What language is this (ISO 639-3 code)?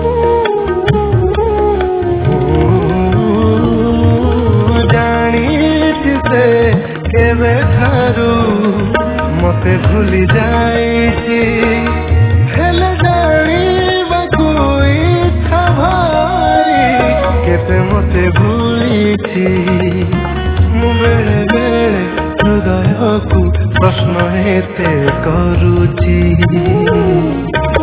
ori